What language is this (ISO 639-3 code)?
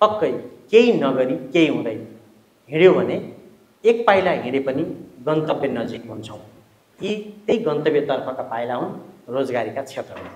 nep